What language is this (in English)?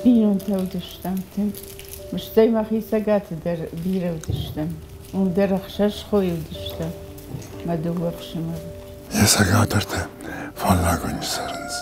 Ossetic